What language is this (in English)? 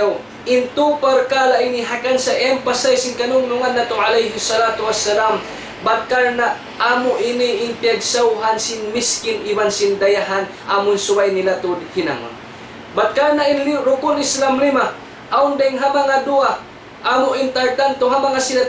Tausug